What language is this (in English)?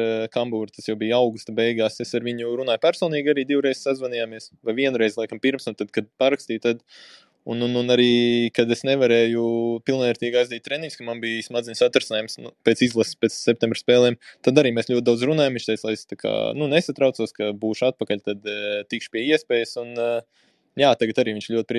Latvian